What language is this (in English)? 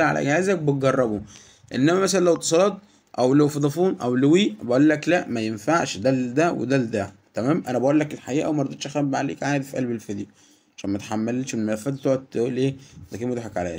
Egyptian Arabic